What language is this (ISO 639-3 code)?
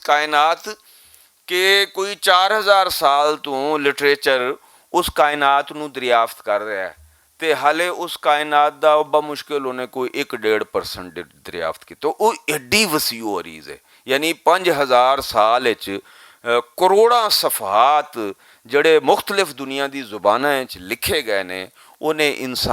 lah